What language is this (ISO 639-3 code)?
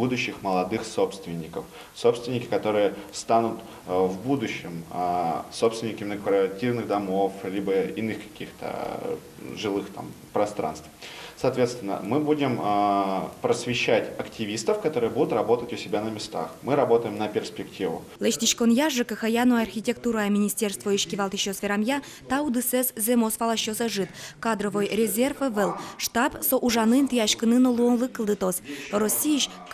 udm